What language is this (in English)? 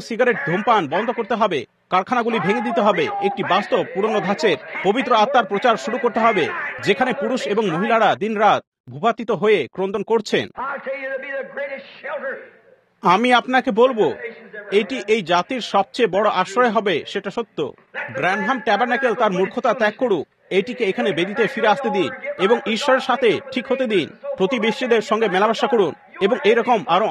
Bangla